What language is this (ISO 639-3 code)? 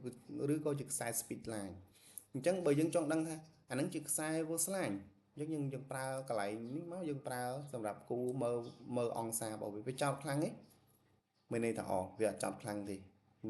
khm